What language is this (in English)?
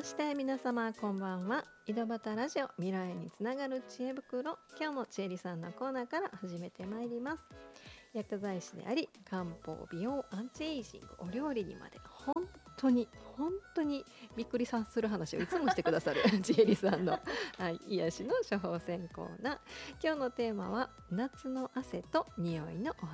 Japanese